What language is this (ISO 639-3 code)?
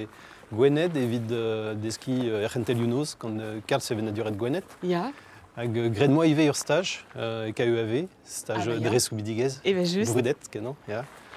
bre